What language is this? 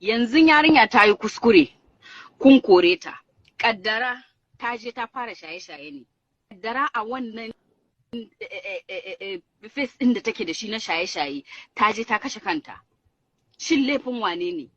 Hausa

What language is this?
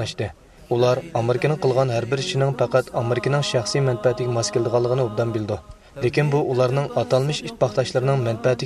Uyghur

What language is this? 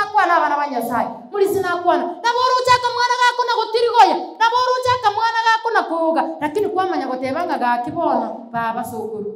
Gusii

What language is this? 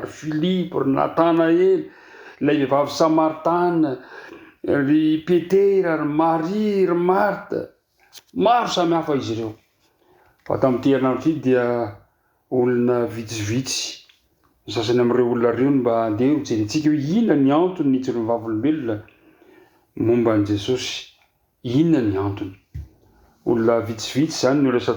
Malagasy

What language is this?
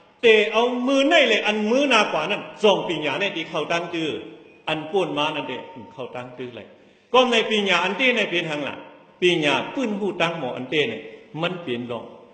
Shan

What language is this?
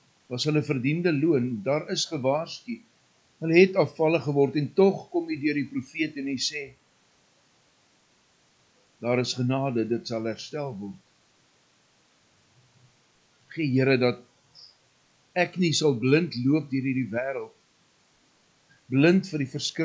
Afrikaans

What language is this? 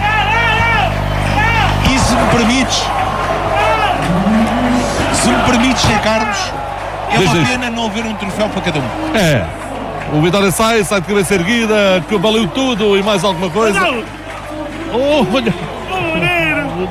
Portuguese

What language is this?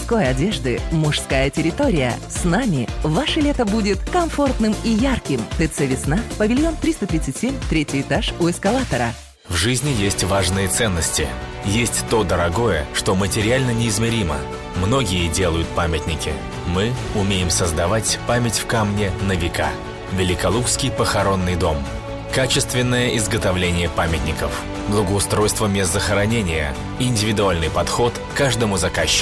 Russian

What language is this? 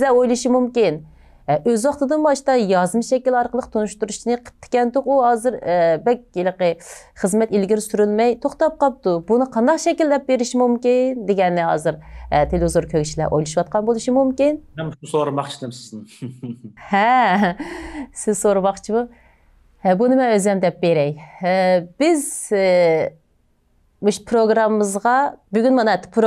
Uyghur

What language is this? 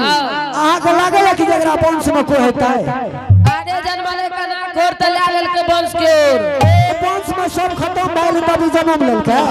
Angika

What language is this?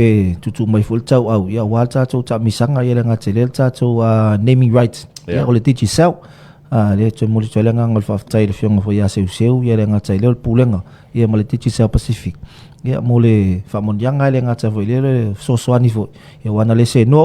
Samoan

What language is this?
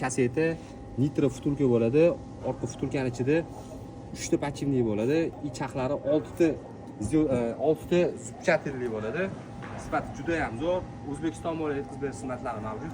Uzbek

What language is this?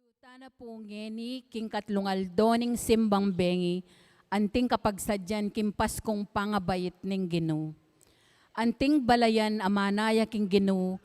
Pampanga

